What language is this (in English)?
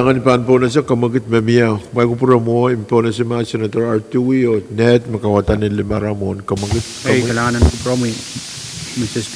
Pohnpeian